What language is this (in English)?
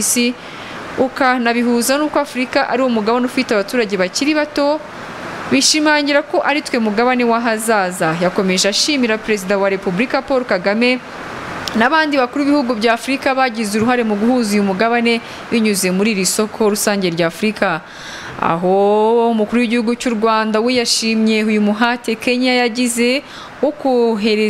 Kinyarwanda